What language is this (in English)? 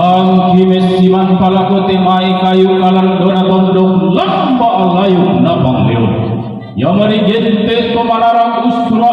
Toraja-Sa'dan